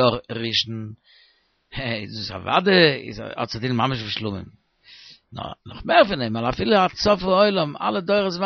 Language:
Yiddish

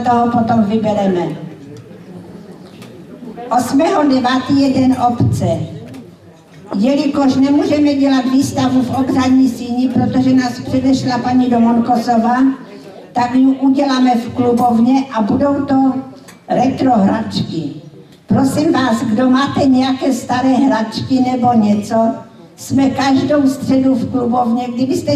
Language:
Czech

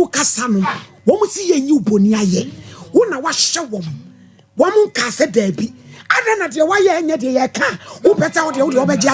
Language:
Akan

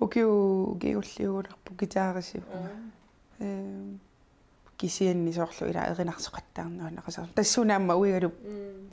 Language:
Kalaallisut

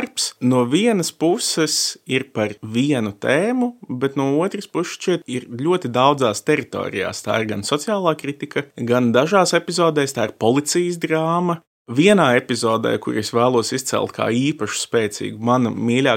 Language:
Latvian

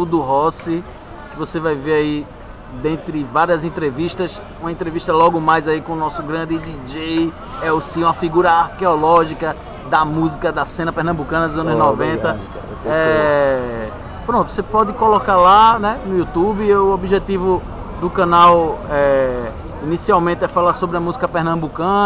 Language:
Portuguese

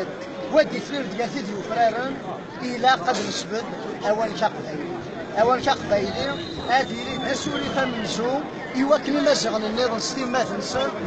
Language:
Kabyle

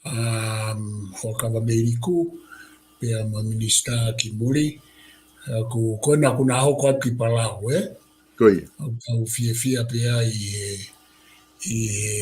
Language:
Tongan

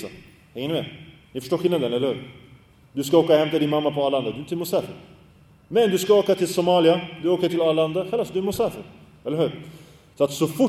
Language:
Swedish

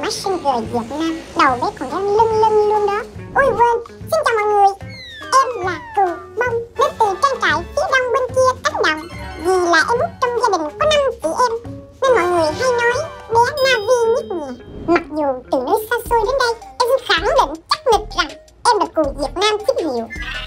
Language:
Vietnamese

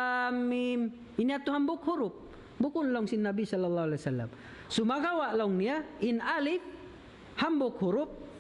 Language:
Tausug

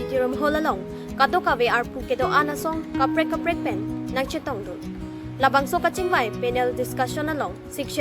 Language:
Karbi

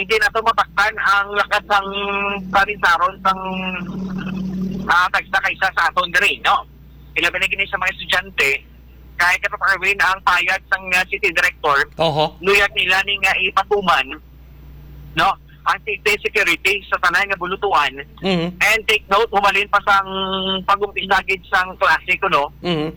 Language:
Hiligaynon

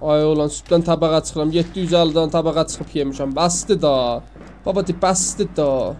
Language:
South Azerbaijani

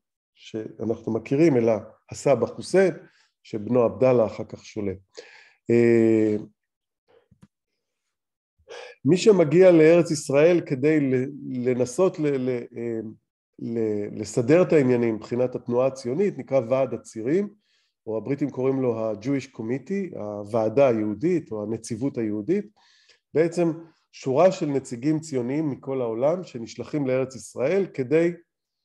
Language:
Hebrew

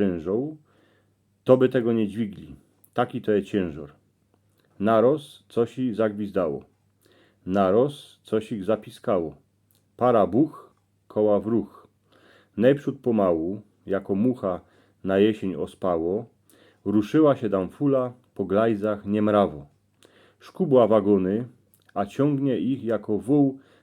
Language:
Silesian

